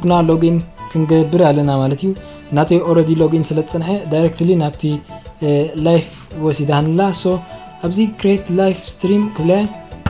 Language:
Tigrinya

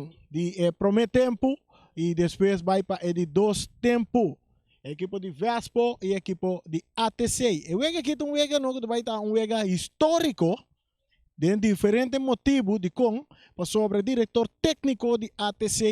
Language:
Papiamento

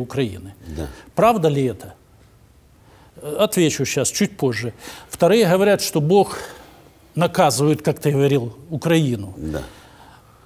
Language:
Russian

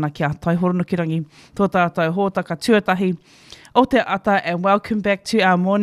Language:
Māori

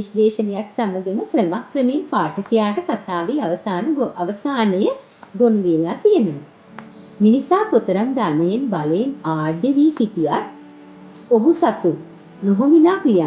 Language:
Sinhala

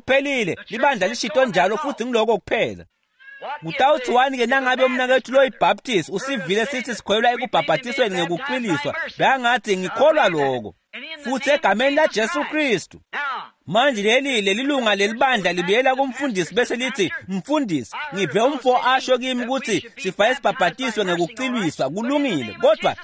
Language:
Swati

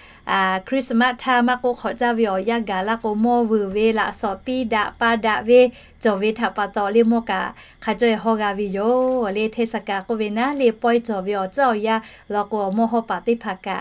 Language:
Lahu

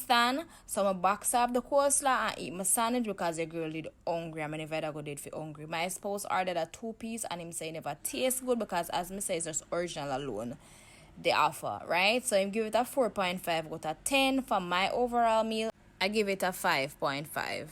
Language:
Jamaican Creole English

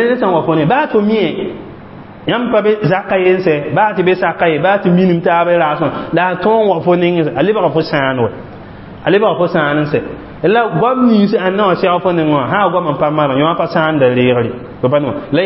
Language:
Mossi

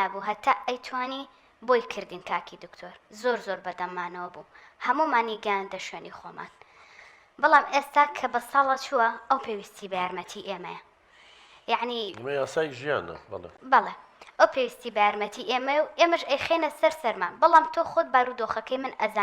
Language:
Central Kurdish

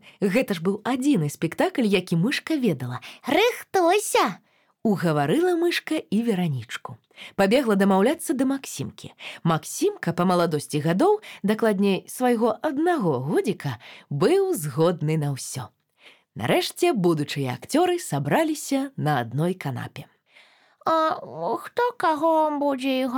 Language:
Belarusian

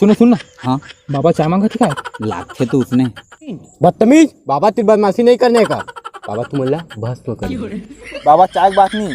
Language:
Chhattisgarhi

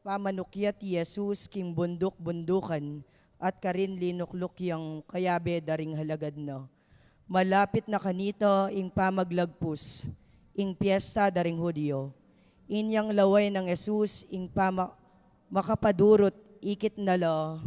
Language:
Pampanga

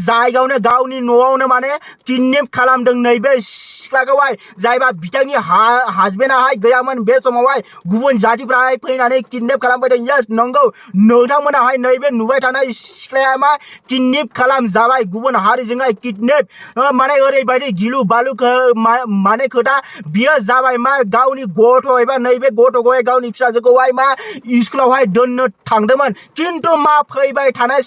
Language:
Bodo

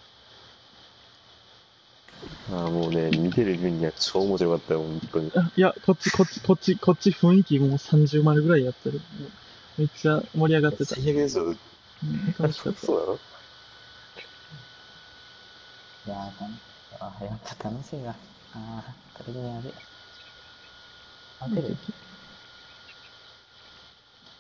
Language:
Japanese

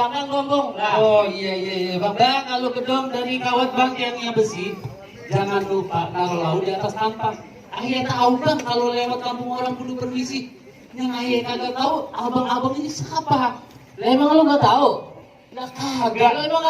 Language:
Betawi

